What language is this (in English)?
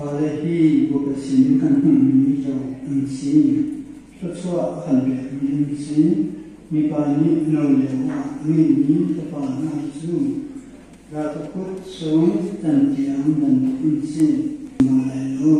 Hakha Chin